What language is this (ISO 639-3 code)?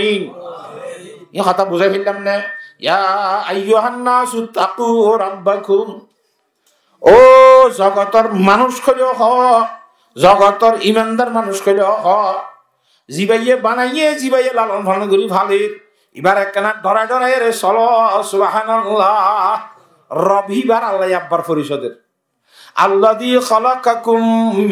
rhg